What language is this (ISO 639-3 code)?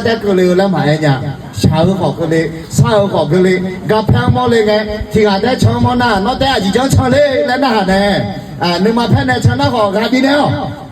ahk